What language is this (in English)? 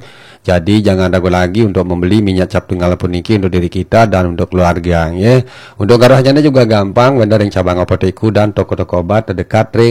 Balinese